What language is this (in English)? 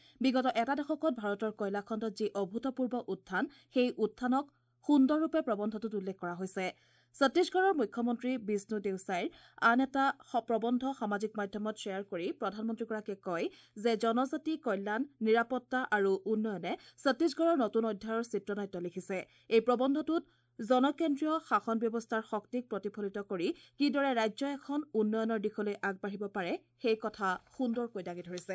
Assamese